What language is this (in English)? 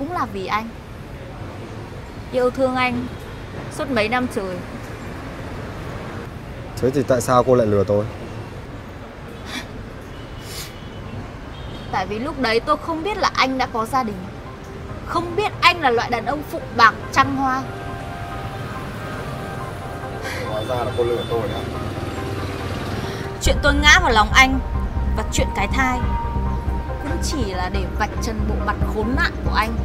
Vietnamese